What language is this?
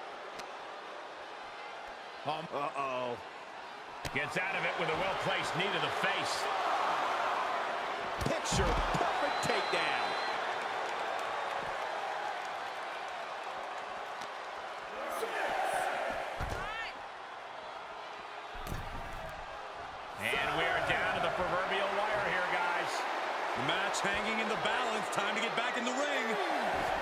English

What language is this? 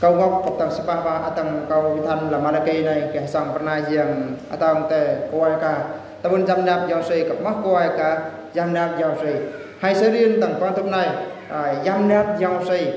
Eastern Bru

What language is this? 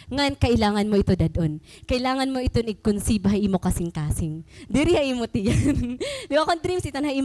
Waray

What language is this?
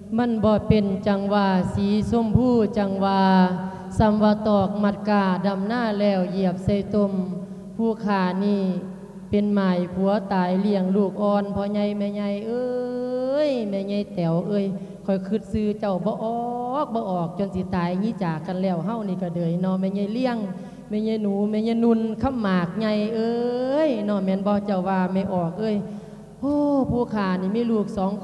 Lao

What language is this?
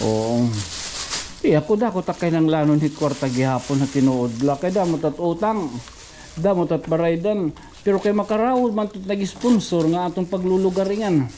Waray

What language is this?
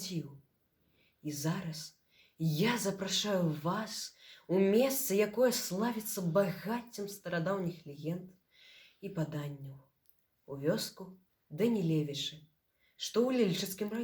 Belarusian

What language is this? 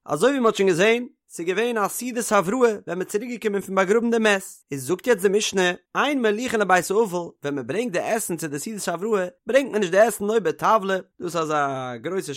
Yiddish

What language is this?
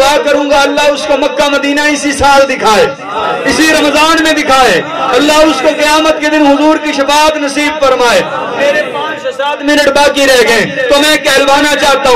Urdu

